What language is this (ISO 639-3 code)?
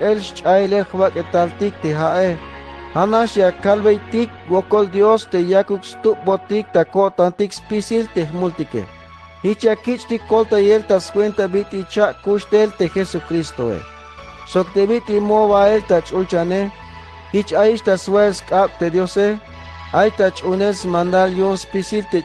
tzh